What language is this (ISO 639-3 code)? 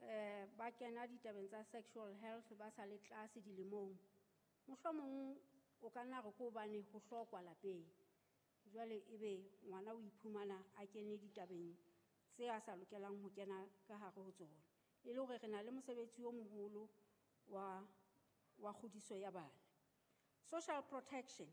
sot